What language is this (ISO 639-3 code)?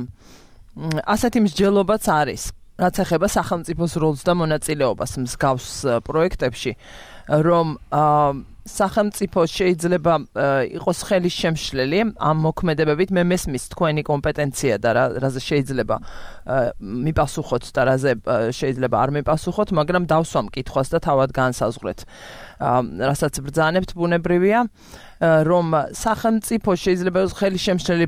kat